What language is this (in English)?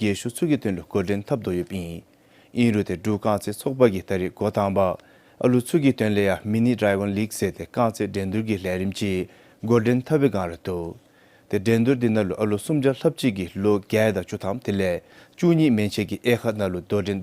Dzongkha